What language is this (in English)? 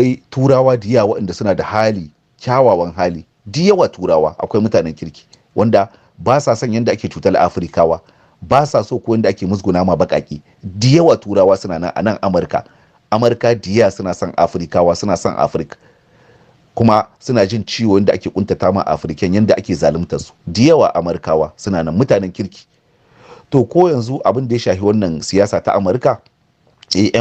Hausa